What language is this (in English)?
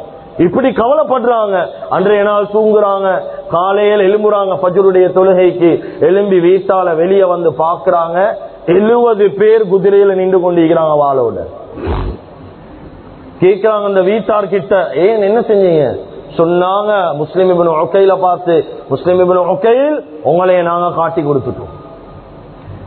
Tamil